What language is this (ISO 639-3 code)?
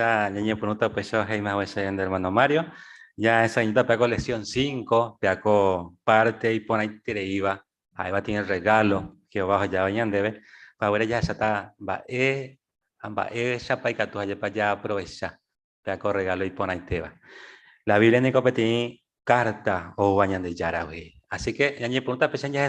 grn